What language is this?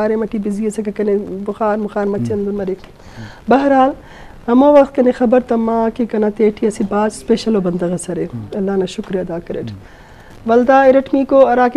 Eastern Balochi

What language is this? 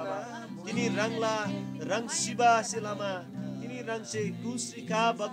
Eastern Tamang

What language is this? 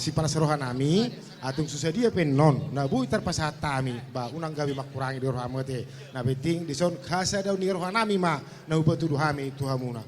Batak Toba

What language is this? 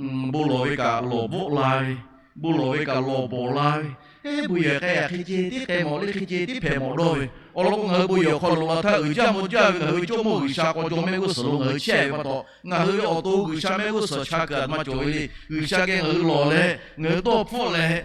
Lahu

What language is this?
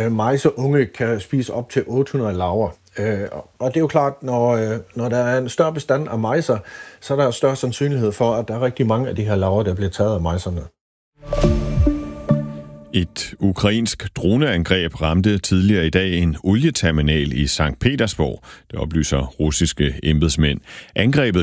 Danish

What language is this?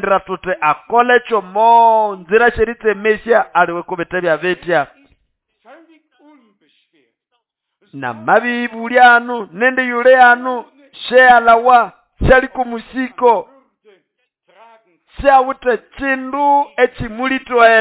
Nande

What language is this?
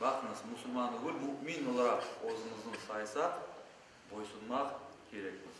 Crimean Tatar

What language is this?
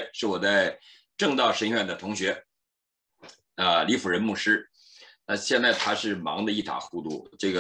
Chinese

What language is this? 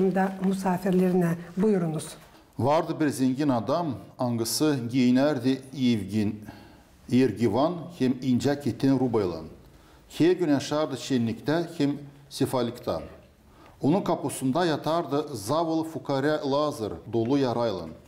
Gagauz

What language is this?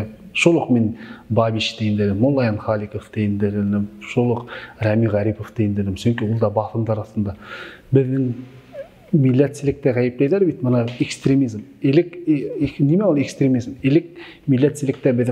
Bashkir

